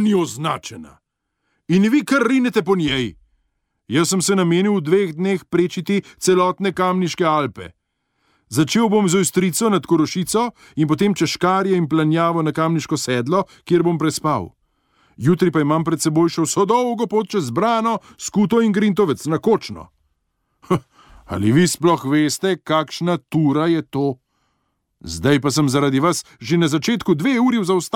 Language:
Slovenian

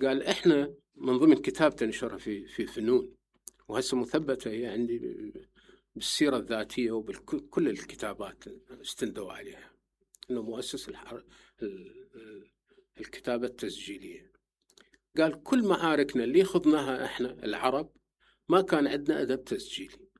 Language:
Mesopotamian Arabic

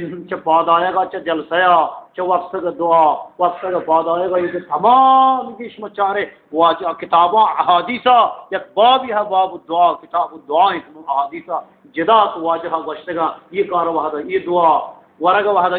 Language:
Eastern Balochi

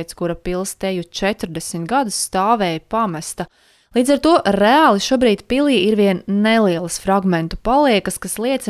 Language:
Latvian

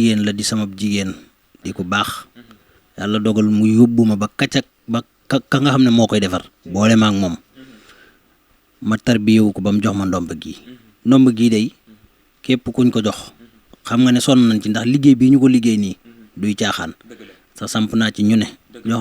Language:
Wolof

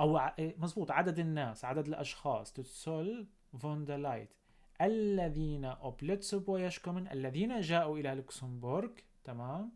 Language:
North Levantine Arabic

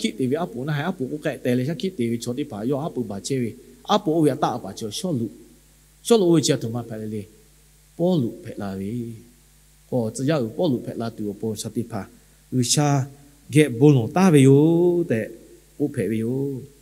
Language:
Lahu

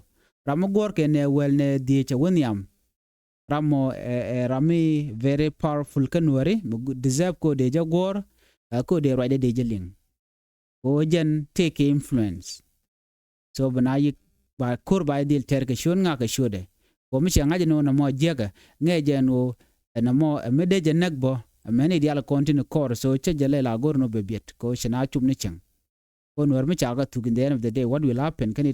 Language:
Nuer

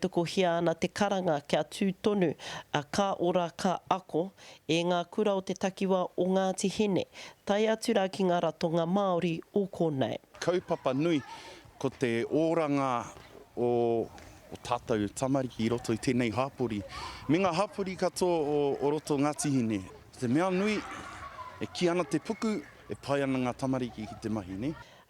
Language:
Māori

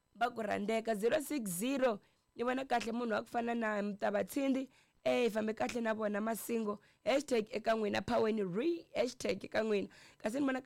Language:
Tsonga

